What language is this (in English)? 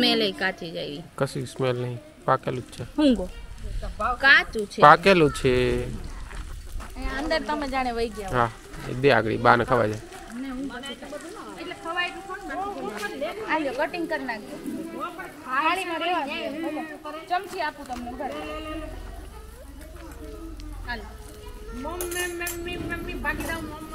Gujarati